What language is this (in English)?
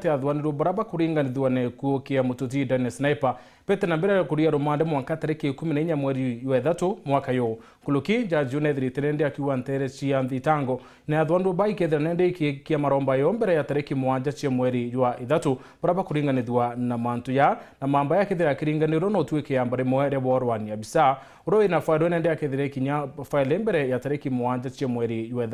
Meru